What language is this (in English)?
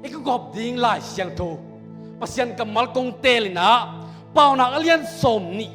Tedim Chin